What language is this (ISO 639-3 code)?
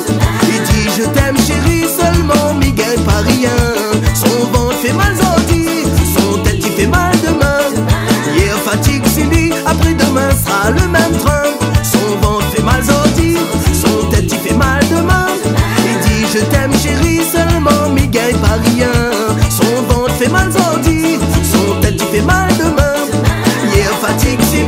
rcf